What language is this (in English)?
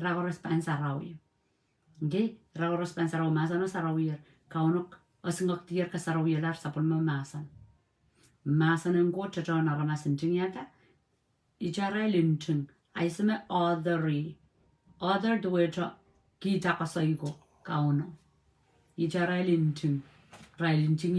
Pohnpeian